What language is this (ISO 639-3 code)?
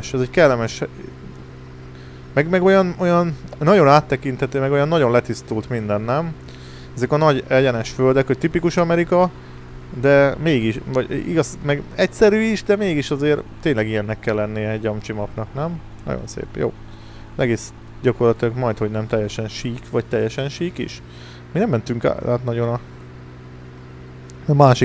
hun